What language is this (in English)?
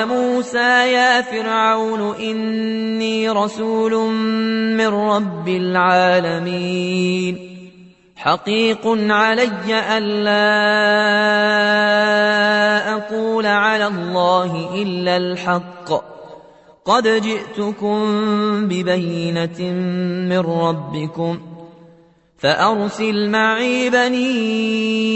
Arabic